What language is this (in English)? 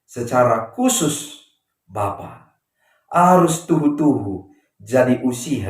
Batak Karo